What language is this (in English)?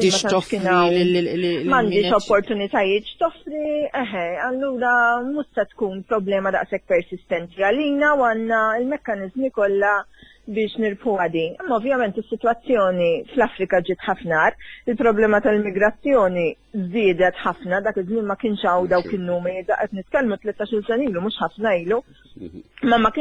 Maltese